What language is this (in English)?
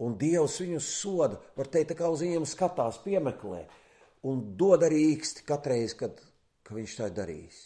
Latvian